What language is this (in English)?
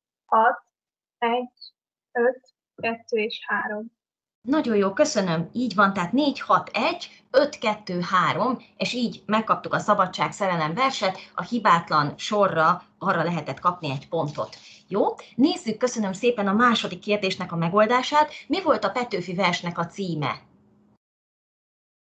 Hungarian